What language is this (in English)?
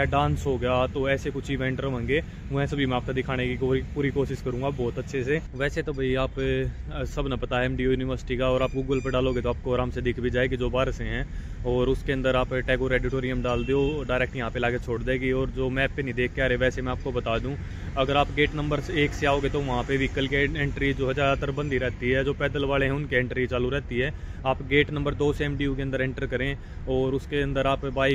Hindi